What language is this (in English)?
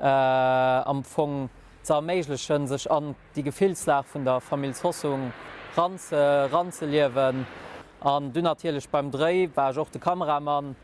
Luxembourgish